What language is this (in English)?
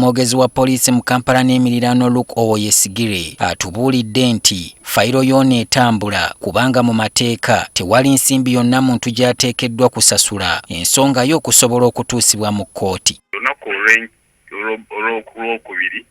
Ganda